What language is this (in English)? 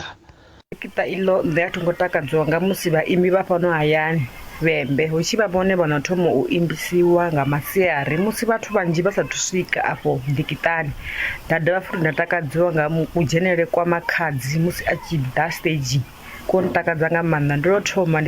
Venda